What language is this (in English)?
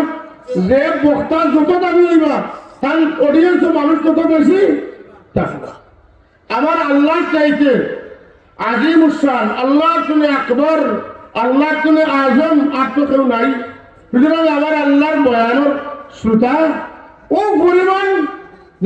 Sylheti